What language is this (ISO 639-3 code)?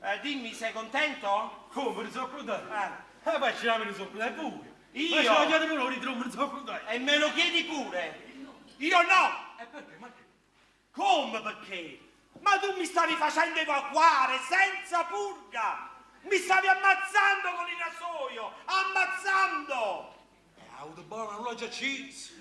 nap